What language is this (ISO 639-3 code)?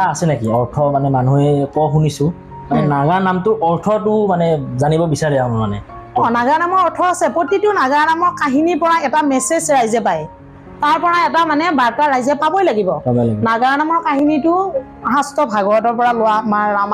asm